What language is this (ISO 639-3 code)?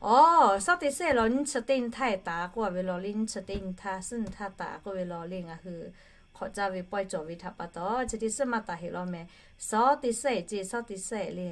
lhu